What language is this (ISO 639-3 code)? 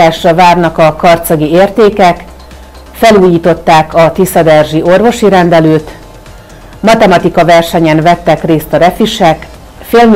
hun